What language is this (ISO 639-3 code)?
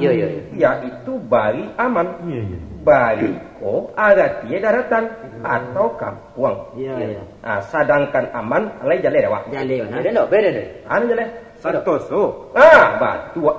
min